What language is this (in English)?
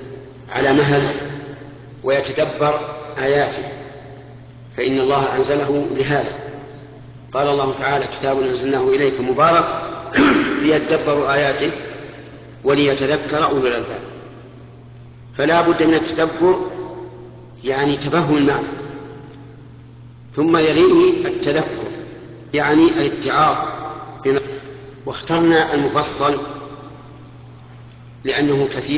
Arabic